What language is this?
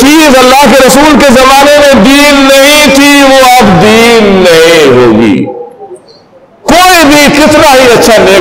Urdu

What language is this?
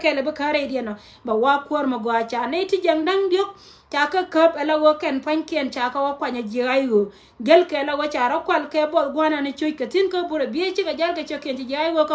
Nuer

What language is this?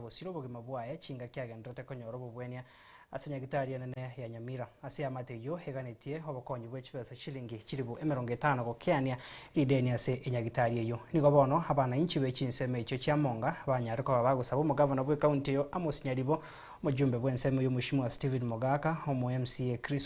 Gusii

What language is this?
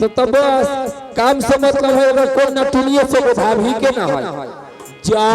Maithili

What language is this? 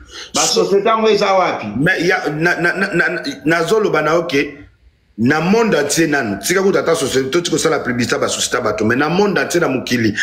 Lingala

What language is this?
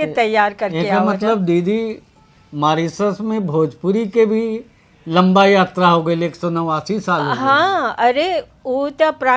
Bhojpuri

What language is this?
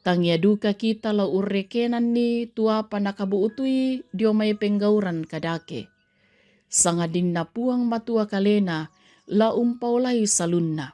Toraja-Sa'dan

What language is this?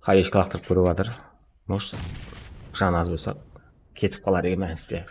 Kara-Kalpak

